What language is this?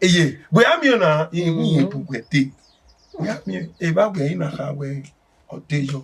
Bini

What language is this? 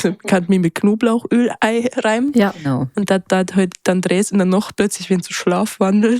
Bavarian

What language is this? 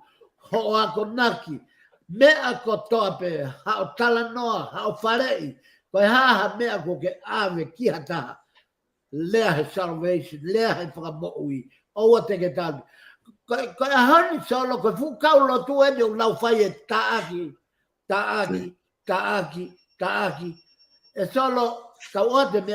Tongan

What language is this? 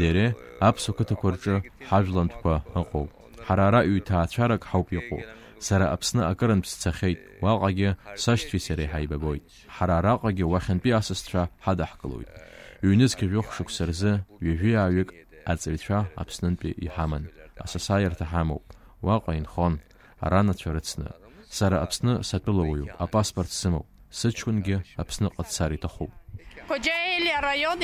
Abkhazian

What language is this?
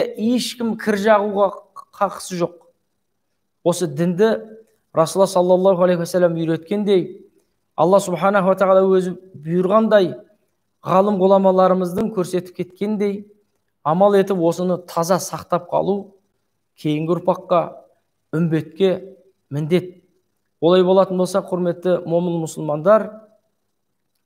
Kazakh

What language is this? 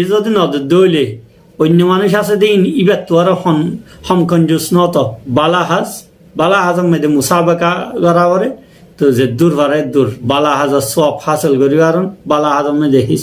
Rohingya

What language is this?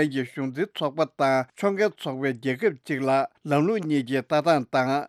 Tibetan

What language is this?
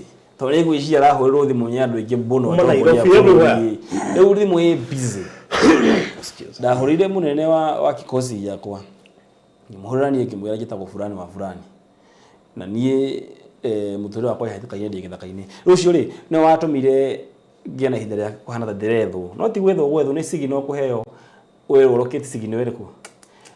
Kikuyu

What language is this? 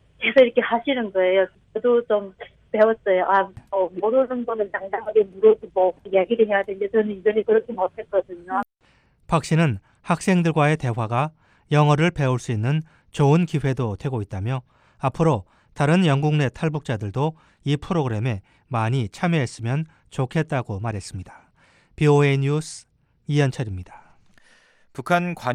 Korean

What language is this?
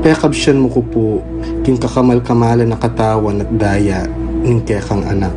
Pampanga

